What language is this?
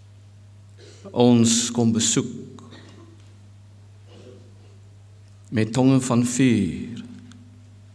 Afrikaans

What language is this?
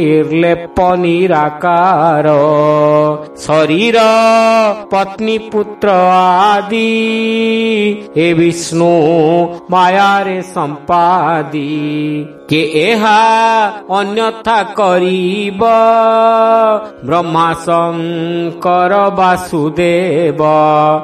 Odia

